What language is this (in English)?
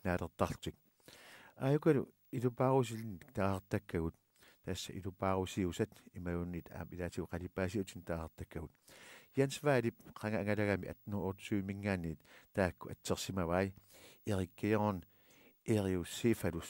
Kalaallisut